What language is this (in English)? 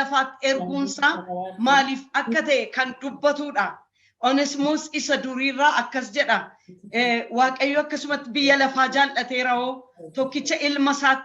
Oromo